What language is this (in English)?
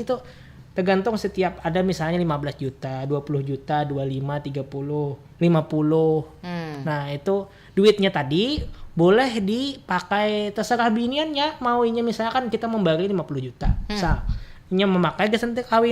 Banjar